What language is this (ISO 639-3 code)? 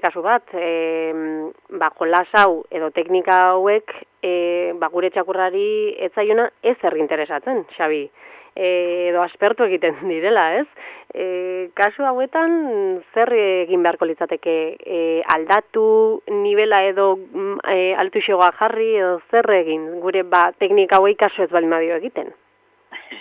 eus